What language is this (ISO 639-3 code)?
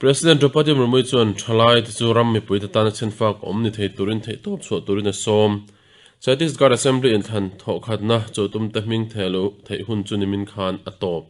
lus